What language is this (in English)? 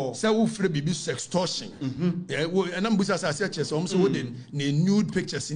Akan